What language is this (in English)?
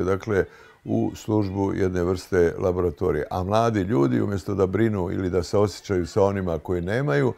Bosnian